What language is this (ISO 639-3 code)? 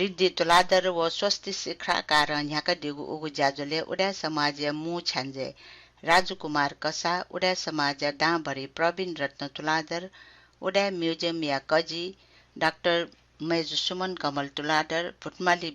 new